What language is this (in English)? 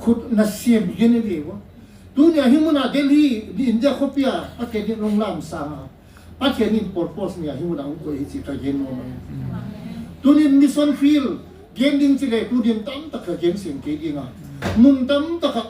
Tedim Chin